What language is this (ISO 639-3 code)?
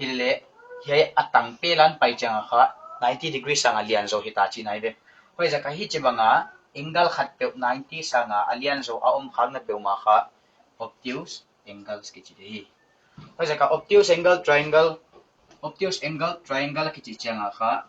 pck